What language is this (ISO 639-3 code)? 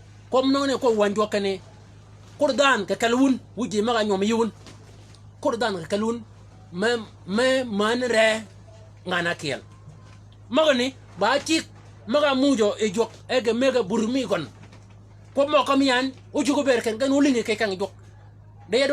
shk